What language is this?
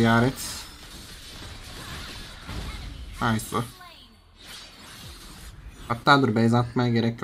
Turkish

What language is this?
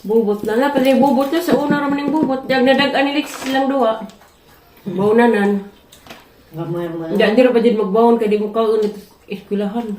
Cebuano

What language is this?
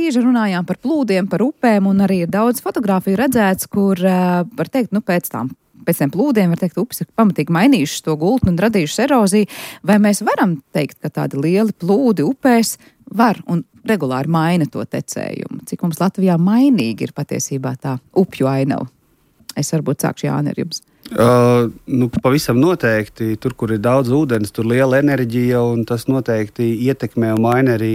Latvian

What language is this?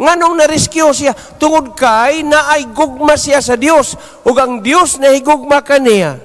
Cebuano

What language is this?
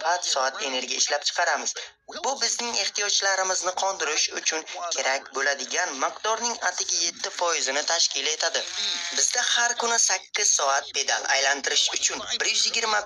Uzbek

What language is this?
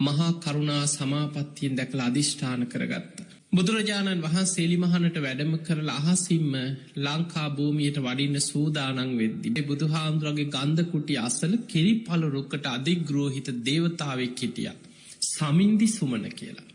Sinhala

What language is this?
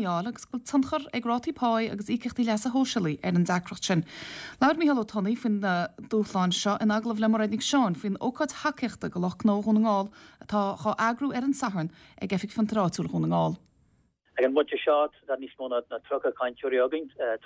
Irish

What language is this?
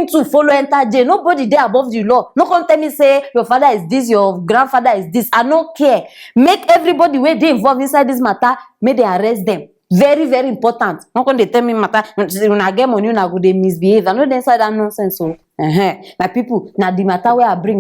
Nigerian Pidgin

